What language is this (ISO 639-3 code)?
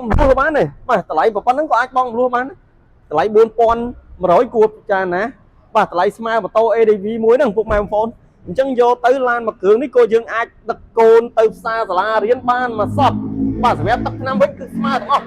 khm